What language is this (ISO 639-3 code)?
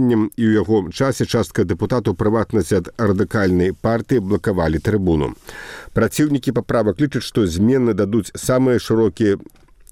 bel